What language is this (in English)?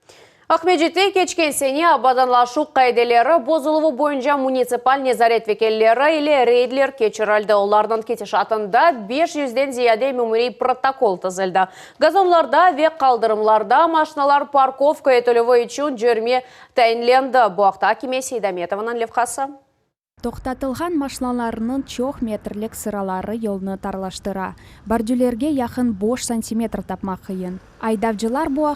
Crimean Tatar